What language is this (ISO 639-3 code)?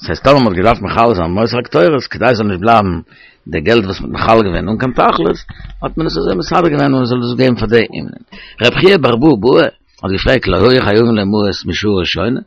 yid